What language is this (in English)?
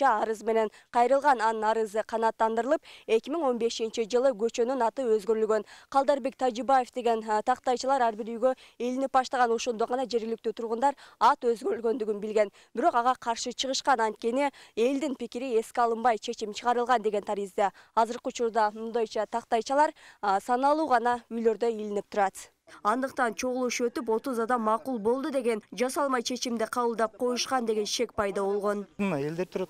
Kyrgyz